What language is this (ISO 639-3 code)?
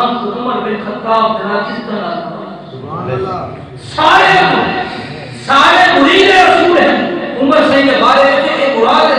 skr